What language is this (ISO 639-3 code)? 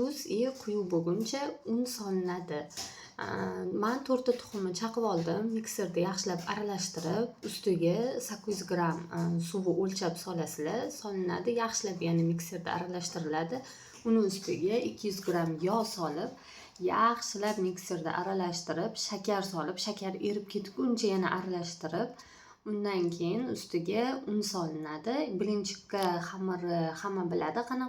uzb